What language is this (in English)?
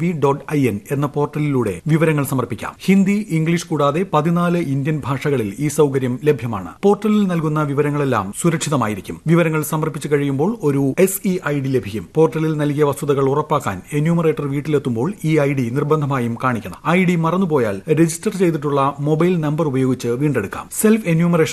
Malayalam